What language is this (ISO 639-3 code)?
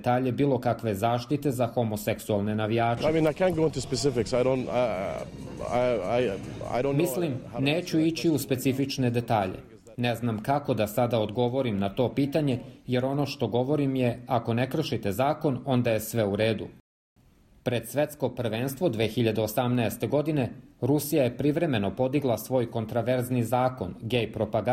srp